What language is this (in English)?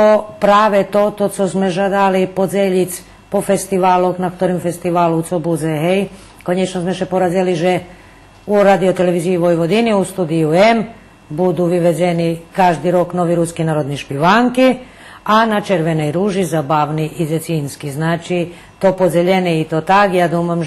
Rusyn